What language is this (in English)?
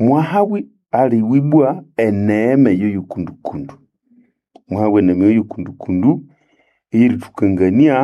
Nande